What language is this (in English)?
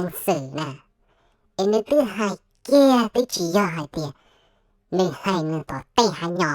Hmong